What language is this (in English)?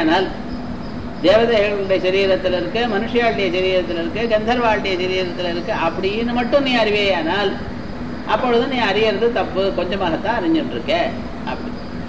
Tamil